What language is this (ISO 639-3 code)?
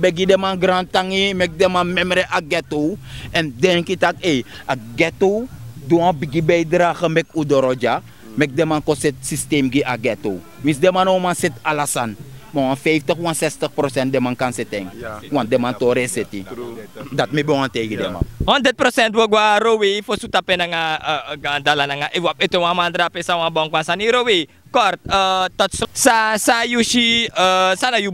srn